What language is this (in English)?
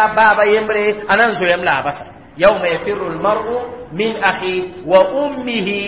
Mossi